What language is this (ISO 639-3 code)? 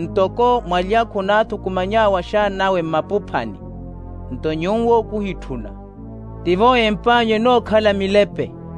vmw